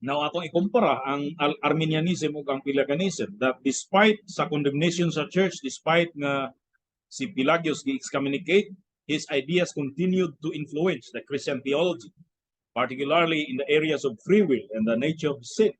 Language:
Cebuano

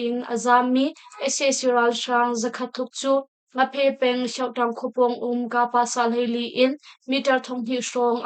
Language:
Hakha Chin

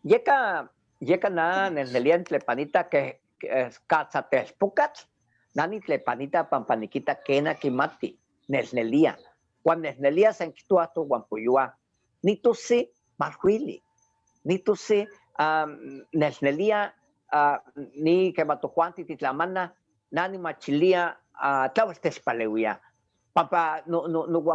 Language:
Eastern Huasteca Nahuatl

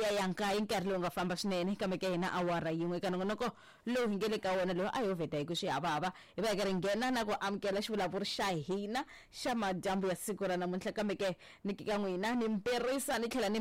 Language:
Tsonga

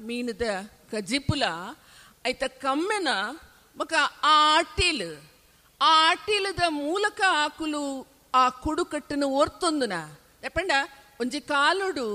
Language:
Tulu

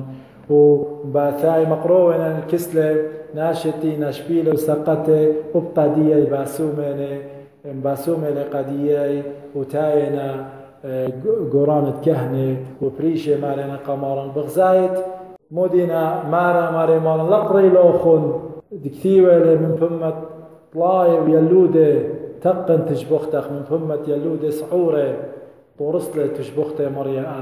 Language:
Assyrian Neo-Aramaic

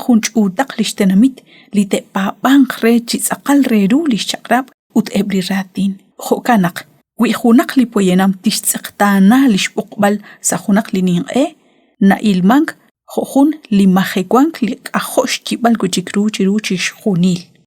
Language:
Kekchí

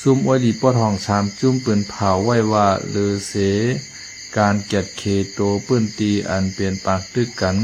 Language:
Shan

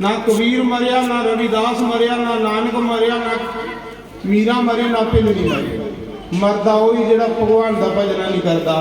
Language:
Dogri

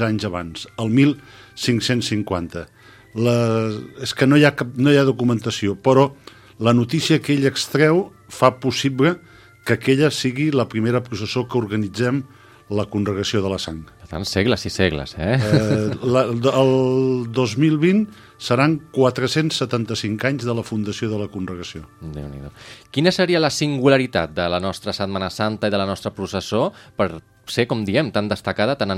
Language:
Catalan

